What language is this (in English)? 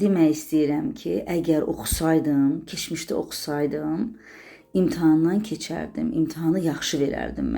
Azerbaijani